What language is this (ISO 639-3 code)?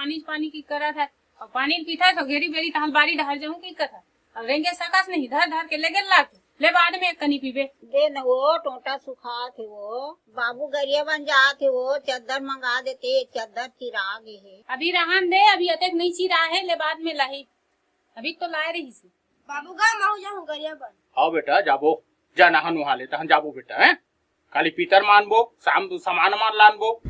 hne